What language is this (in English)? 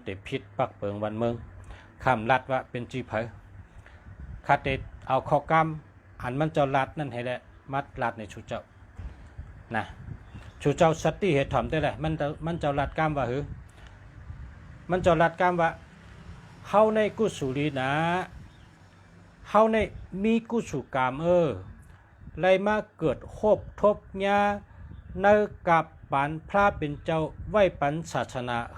Shan